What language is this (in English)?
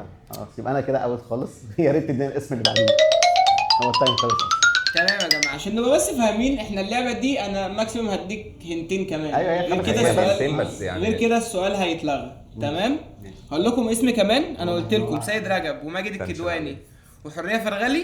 Egyptian Arabic